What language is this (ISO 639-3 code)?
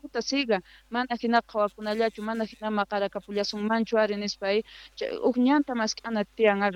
que